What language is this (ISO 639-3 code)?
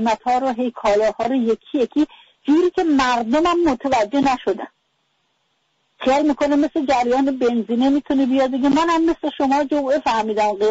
fas